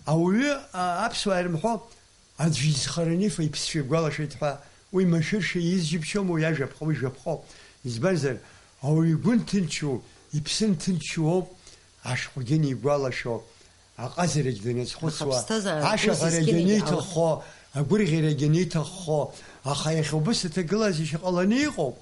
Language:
Abkhazian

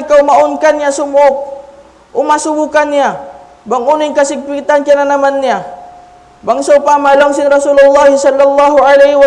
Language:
Tausug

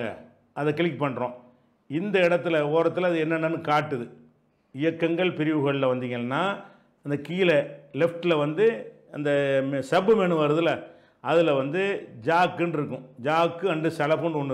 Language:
Tamil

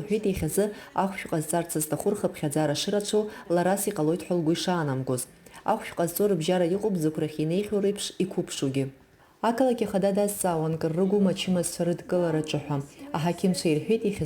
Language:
Abkhazian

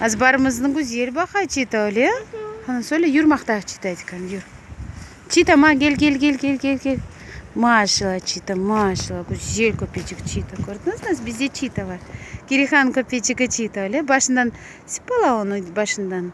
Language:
Crimean Tatar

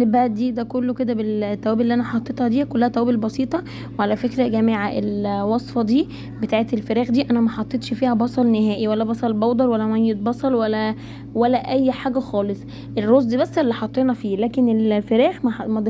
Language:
Egyptian Arabic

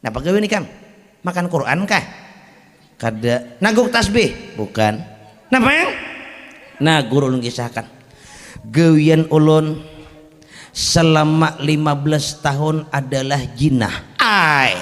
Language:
Banjar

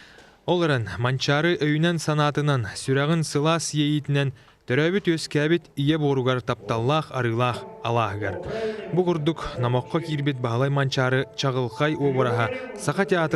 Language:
Yakut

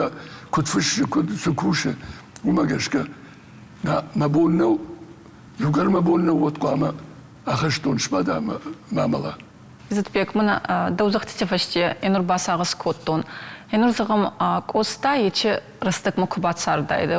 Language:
Ossetic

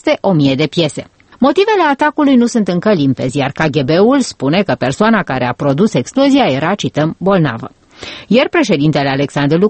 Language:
Romanian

